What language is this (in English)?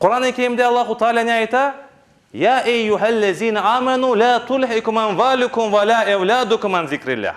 Crimean Tatar